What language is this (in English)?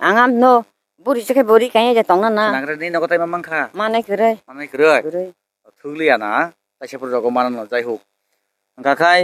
Kok Borok